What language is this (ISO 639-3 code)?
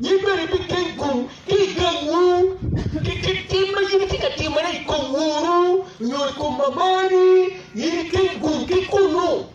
ach